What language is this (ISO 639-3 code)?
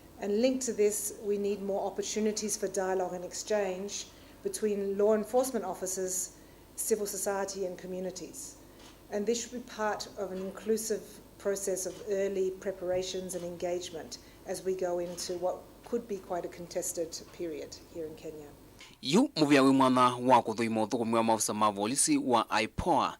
kam